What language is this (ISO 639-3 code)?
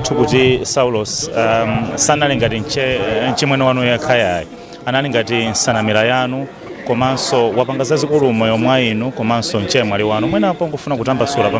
nya